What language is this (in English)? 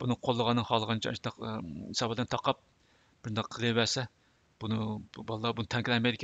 Uyghur